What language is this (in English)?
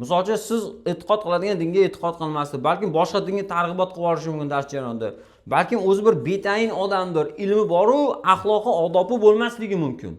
Uzbek